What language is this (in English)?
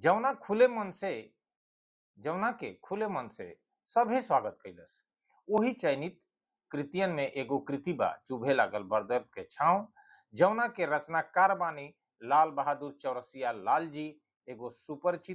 Bhojpuri